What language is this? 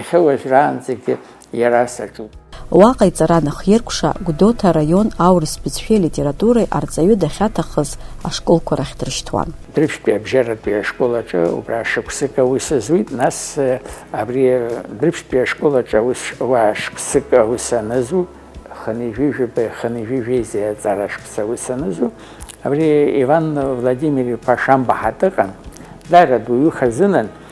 Abkhazian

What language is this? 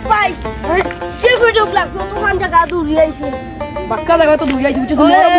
Sylheti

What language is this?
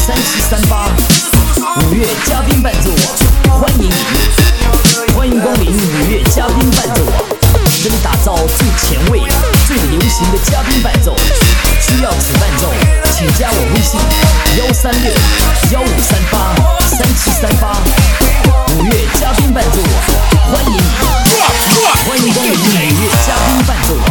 Chinese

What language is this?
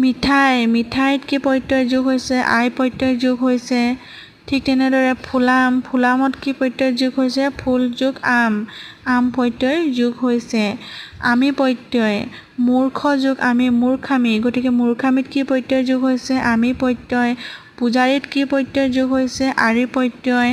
Assamese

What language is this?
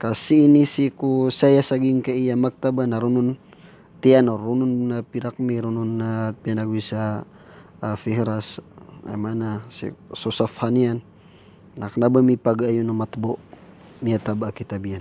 Maranao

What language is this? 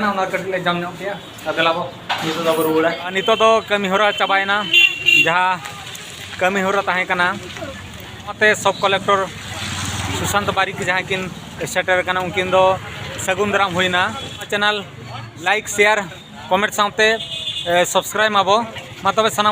Santali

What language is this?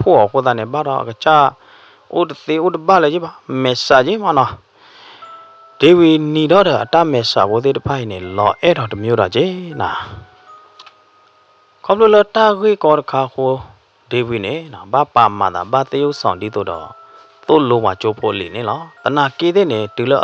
S'gaw Karen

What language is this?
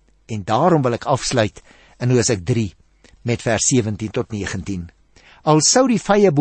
Afrikaans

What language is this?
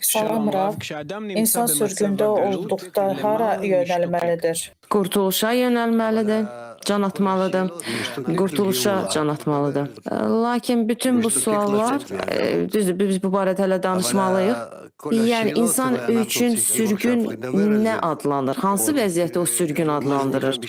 Azerbaijani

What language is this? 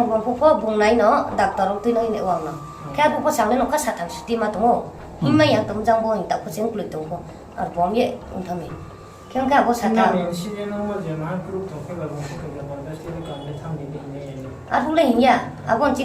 Riang (India)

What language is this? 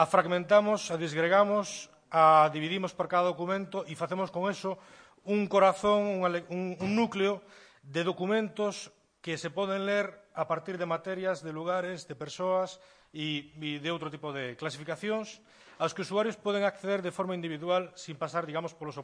Galician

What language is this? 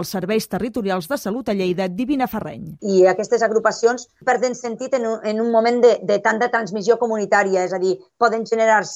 Catalan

